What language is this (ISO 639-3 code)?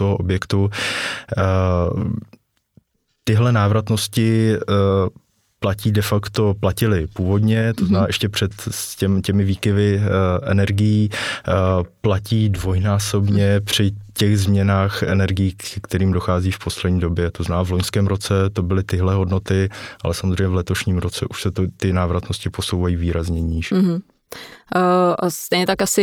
ces